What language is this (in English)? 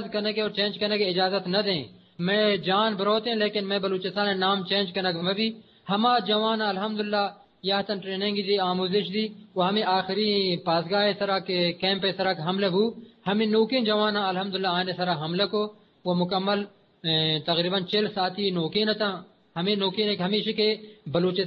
Eastern Balochi